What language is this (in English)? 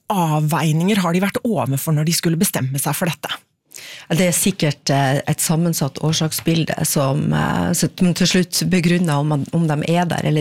Norwegian